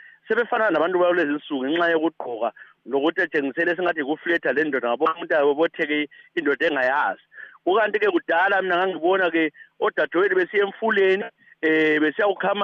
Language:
North Ndebele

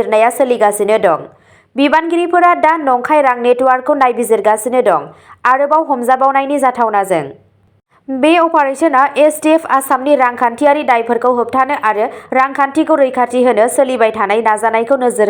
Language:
Bodo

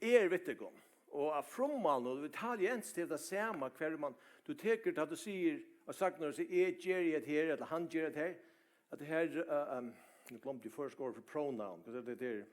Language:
Faroese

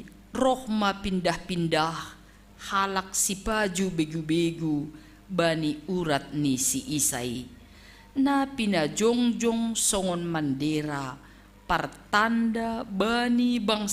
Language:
Batak Simalungun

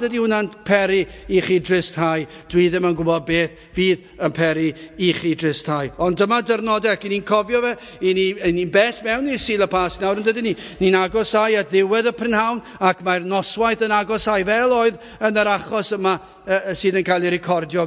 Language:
Welsh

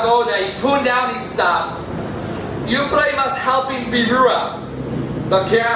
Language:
Tok Pisin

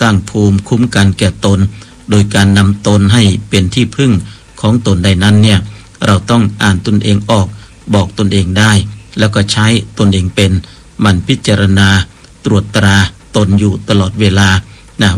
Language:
Thai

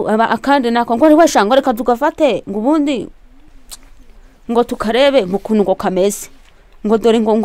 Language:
Kinyarwanda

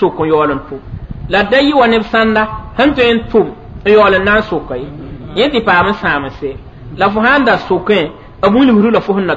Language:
Mossi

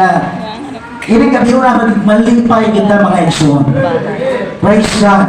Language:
Cebuano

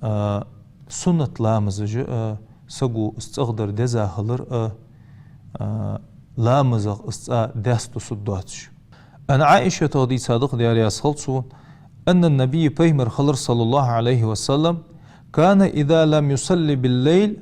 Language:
Ingush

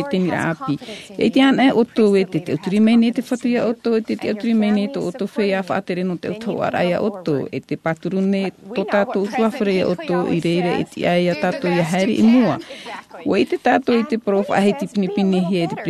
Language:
Tahitian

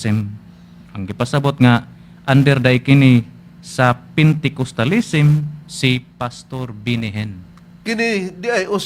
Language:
Cebuano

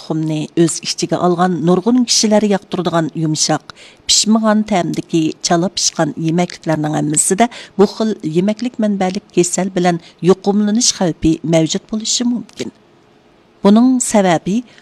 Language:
Uyghur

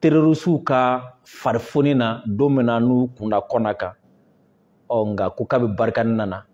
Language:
Bambara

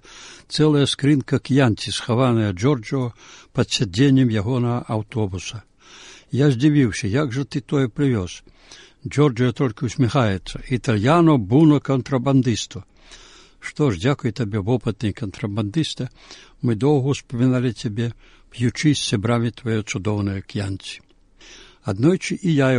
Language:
Belarusian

